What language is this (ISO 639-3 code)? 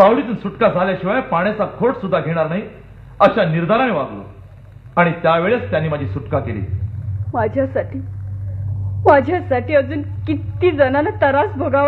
mar